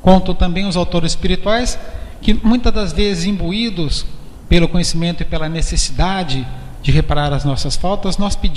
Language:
Portuguese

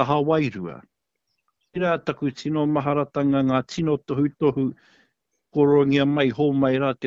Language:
Māori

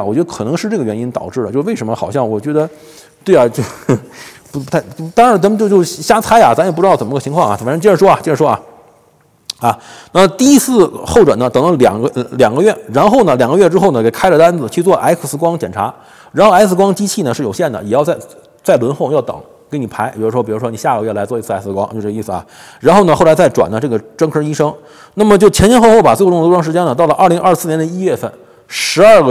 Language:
Chinese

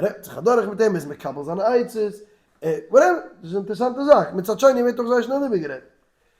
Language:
Yiddish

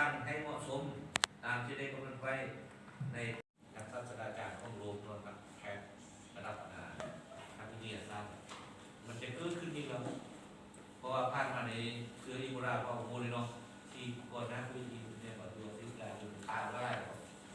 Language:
Lao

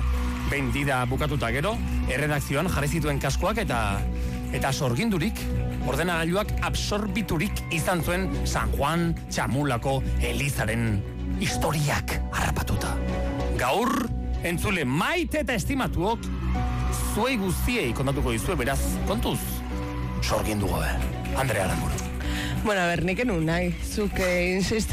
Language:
Basque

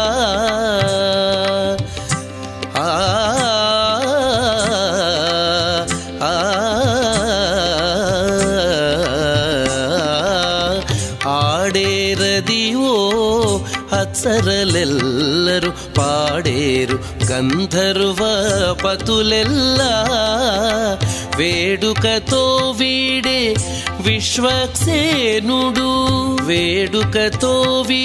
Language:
Telugu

